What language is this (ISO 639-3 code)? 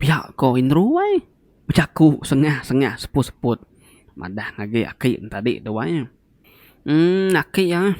iba